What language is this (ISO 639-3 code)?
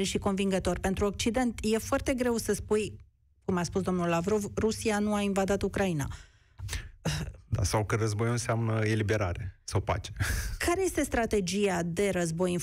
ron